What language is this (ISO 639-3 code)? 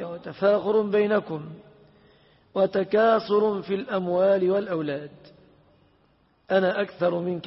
ara